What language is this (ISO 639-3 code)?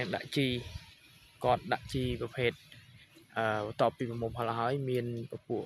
khm